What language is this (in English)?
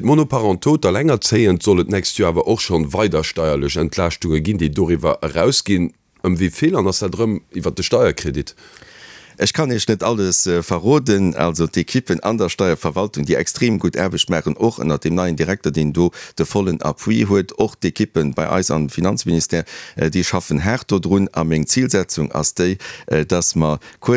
Luxembourgish